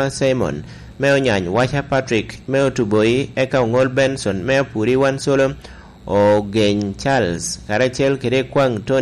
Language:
Lango (Uganda)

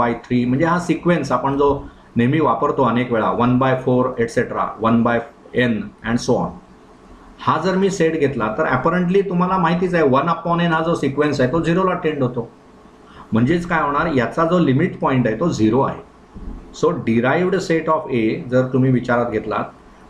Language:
Marathi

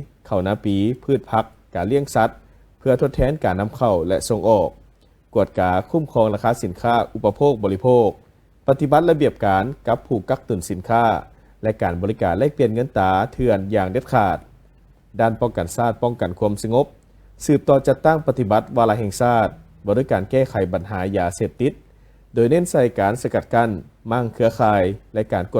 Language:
Lao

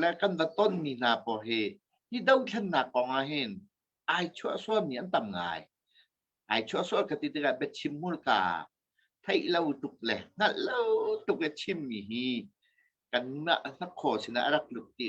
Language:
Hakha Chin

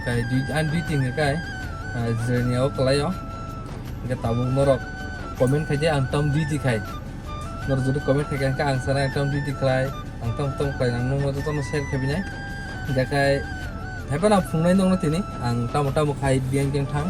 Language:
Kok Borok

